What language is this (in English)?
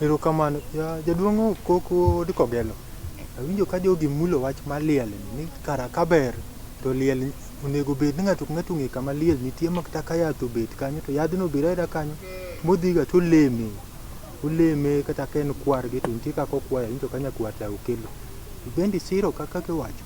Luo (Kenya and Tanzania)